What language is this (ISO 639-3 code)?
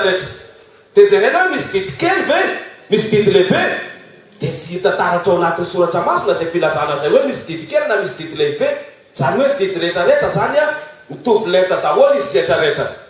mlg